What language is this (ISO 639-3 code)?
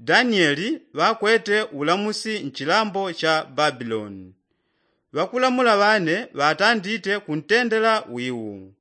yao